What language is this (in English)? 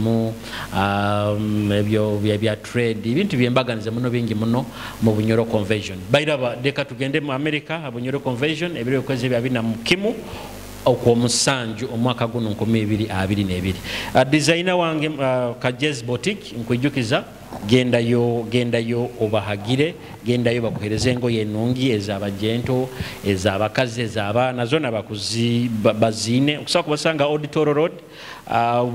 Nyoro